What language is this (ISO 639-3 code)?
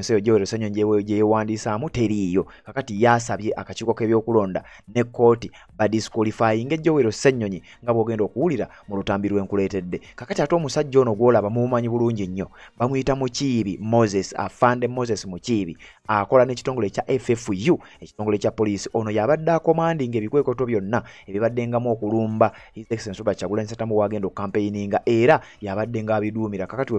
lug